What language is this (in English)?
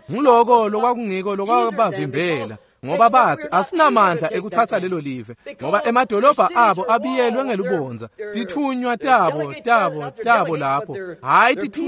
Swati